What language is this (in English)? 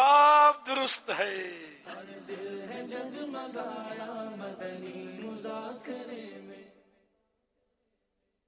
Urdu